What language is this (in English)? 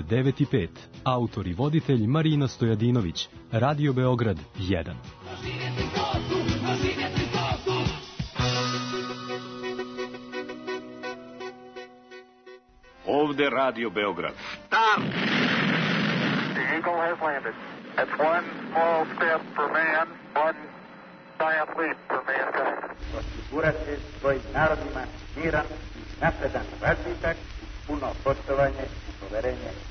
Serbian